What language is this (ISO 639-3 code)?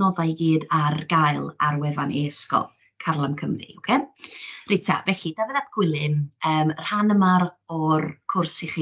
cym